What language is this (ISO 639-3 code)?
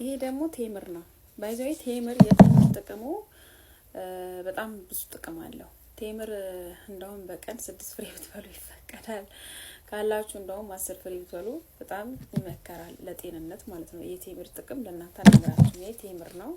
amh